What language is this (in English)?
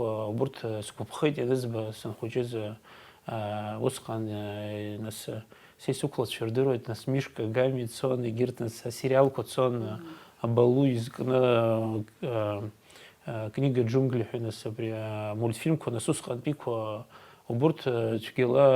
Abkhazian